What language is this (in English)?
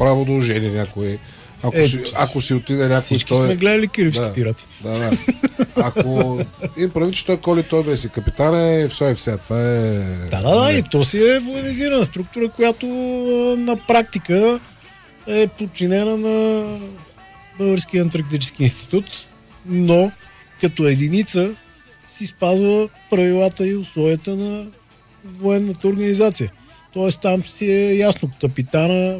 Bulgarian